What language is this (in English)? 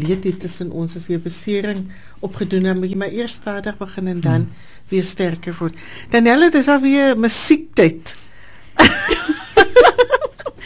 Afrikaans